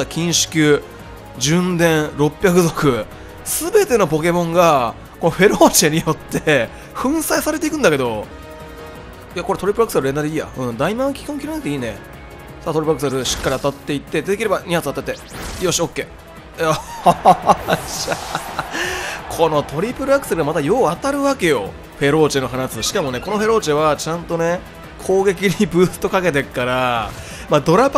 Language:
Japanese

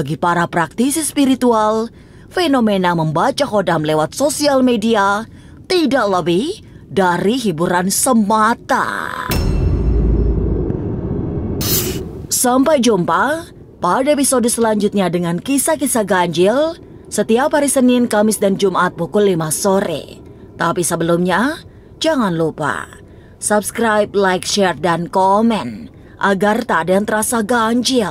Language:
Indonesian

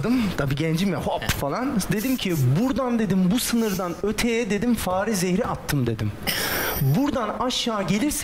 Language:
Turkish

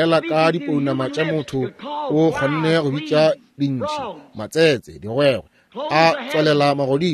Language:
Northern Sotho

